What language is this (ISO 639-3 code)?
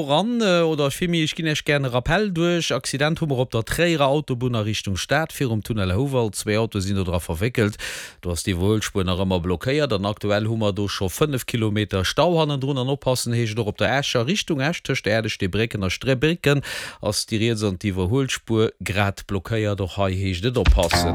ltz